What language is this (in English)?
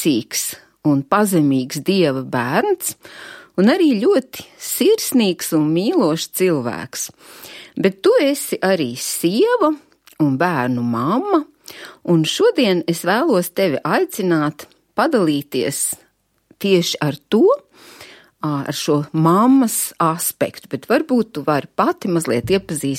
Latvian